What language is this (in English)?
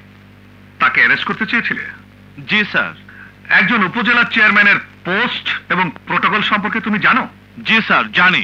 Bangla